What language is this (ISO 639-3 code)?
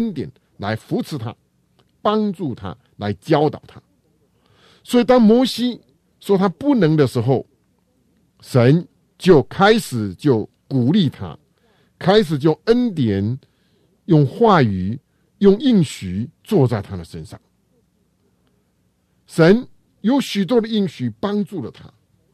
zho